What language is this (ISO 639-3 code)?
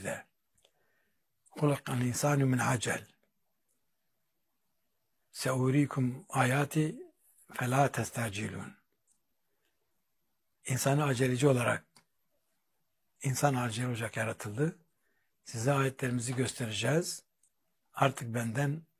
tur